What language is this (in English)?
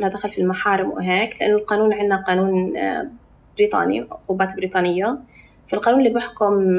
North Levantine Arabic